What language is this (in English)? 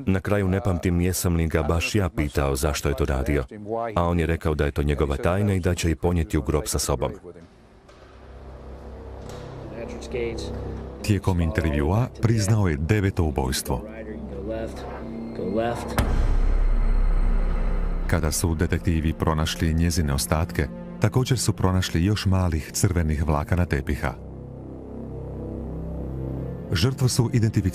Croatian